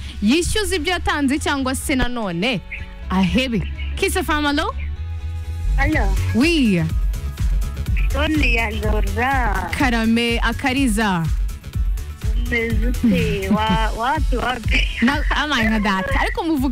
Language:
Kinyarwanda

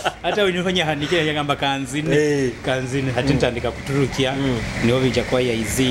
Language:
Nyoro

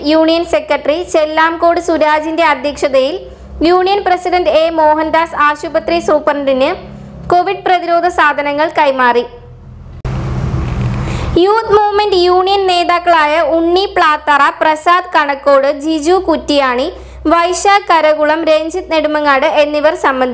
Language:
Malayalam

